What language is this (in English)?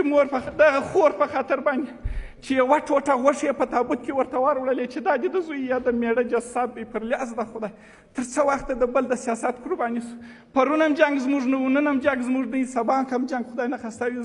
Pashto